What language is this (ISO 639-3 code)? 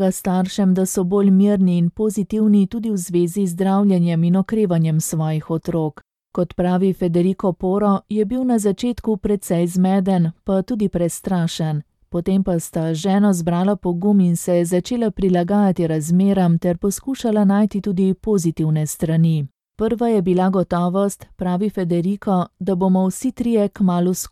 slv